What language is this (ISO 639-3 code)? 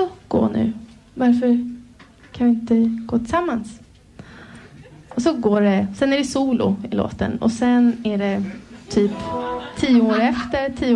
swe